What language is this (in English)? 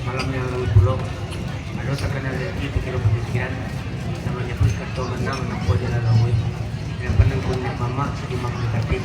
Minangkabau